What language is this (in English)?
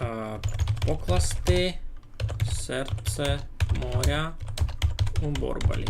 Rusyn